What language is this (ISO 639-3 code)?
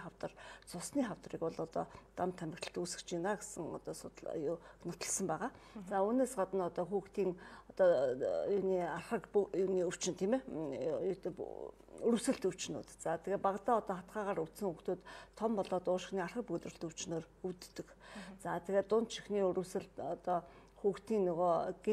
mon